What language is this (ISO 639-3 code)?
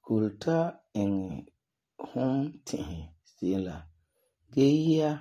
gur